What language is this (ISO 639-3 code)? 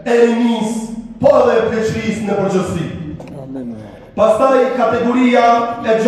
sqi